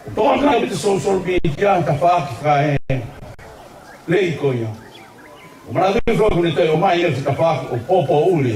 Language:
Tongan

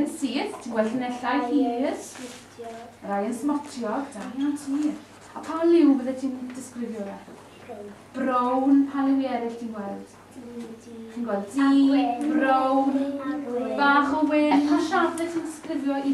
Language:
Welsh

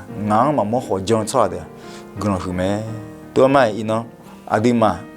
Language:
Akha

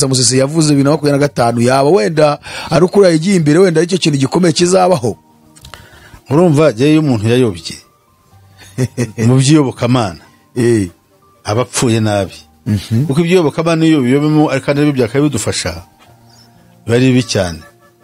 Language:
Kinyarwanda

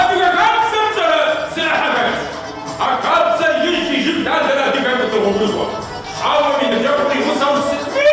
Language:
Kabardian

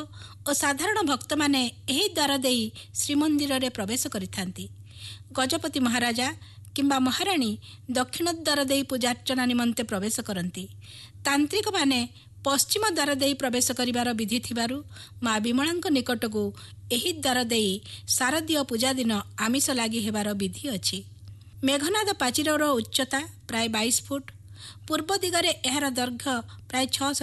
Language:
Odia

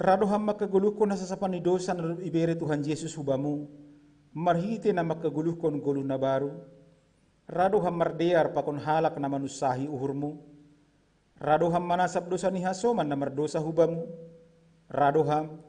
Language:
Batak Simalungun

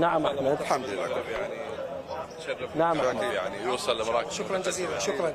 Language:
Mesopotamian Arabic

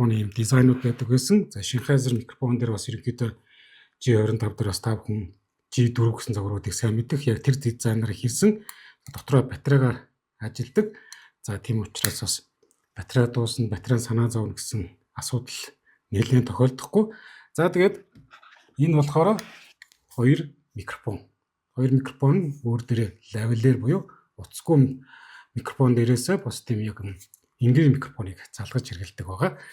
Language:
Mongolian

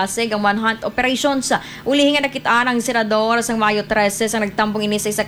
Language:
Hiligaynon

